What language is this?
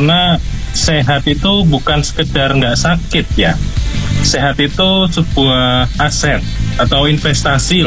Indonesian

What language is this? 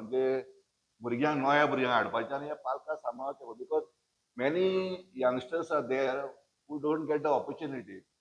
Konkani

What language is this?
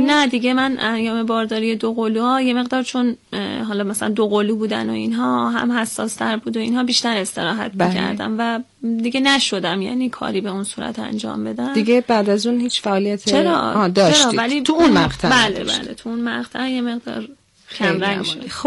Persian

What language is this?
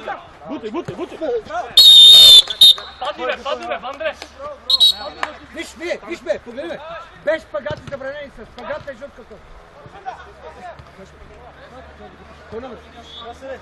Bulgarian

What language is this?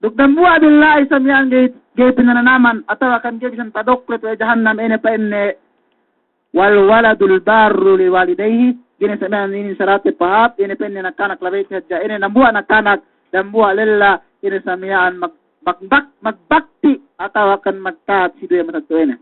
Yakan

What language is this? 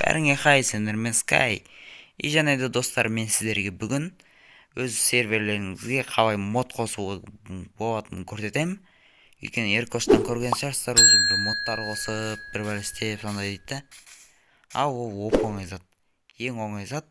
Kazakh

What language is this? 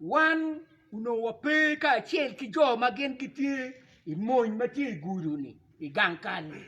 Acoli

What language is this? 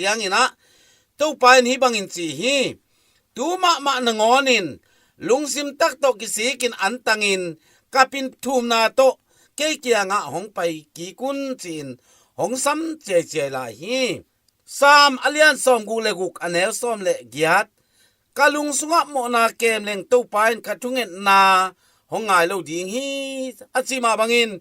Tedim Chin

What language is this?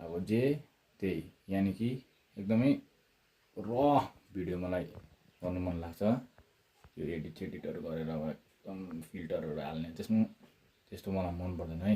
Nepali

